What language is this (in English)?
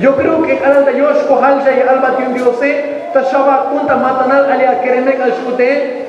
Tzotzil